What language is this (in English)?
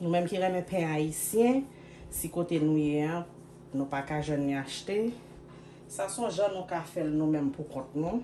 Haitian Creole